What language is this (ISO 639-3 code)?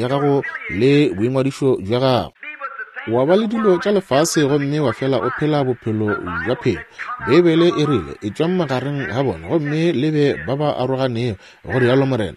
nso